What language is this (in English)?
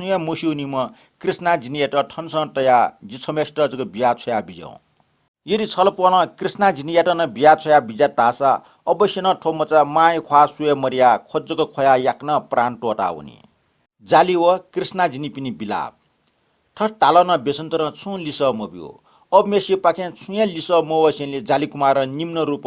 Newari